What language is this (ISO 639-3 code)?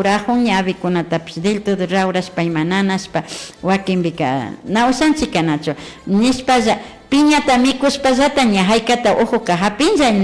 qvi